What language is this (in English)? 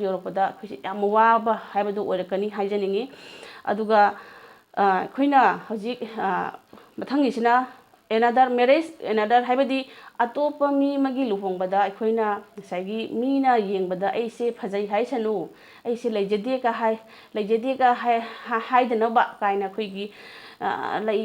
Manipuri